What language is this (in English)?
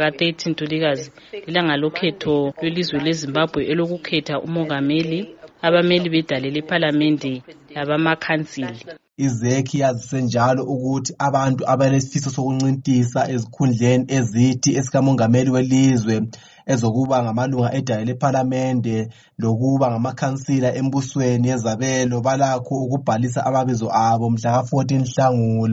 North Ndebele